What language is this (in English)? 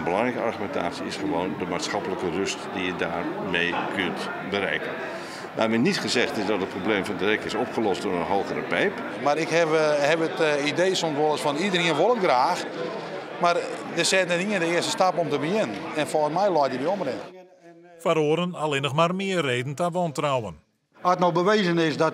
Western Frisian